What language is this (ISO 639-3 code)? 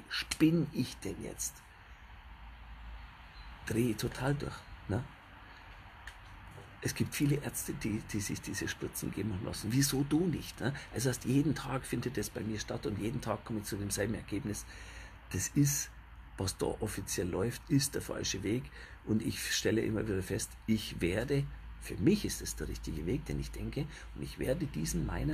deu